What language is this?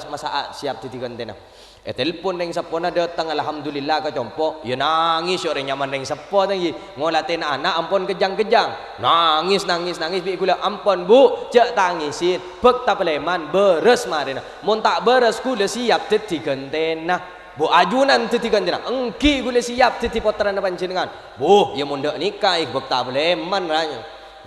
Madurese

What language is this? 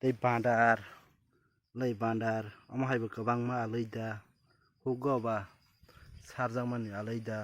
Kok Borok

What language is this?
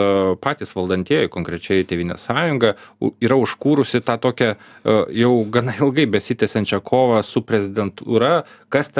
Lithuanian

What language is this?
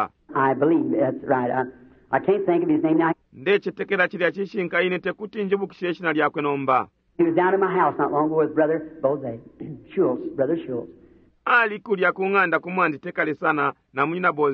Bemba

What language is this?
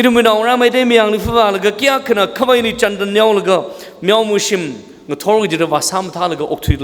Tangkhul Naga (India)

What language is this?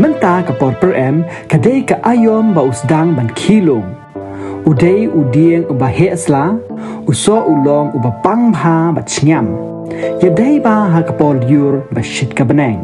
Khasi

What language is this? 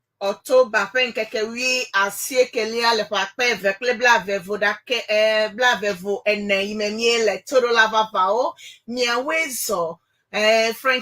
Ewe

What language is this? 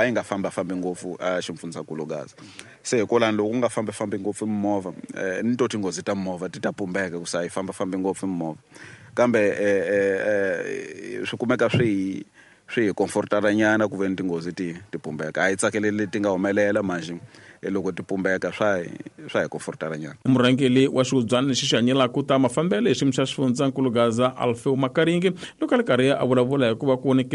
Tsonga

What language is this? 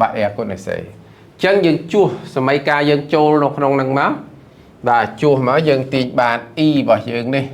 Khmer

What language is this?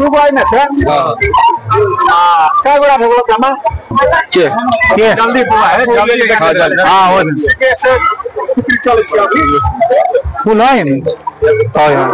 Maithili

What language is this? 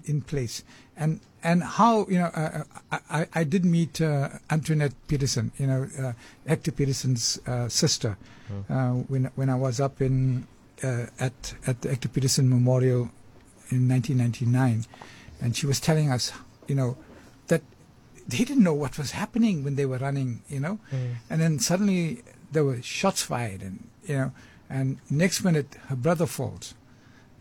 English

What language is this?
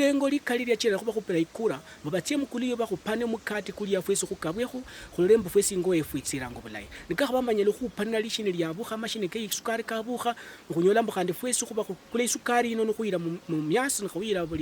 Luyia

